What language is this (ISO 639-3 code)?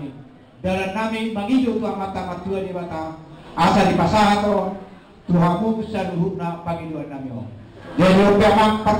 bbc